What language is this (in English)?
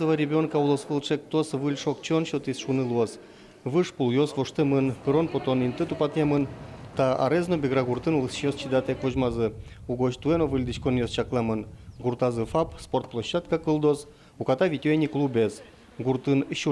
Udmurt